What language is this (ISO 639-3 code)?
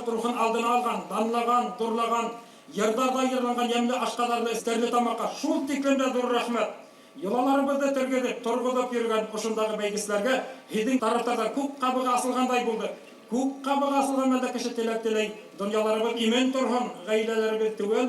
bak